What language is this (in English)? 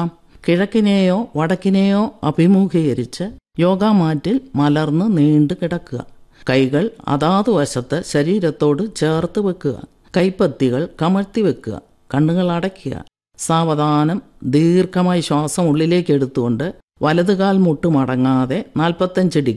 Malayalam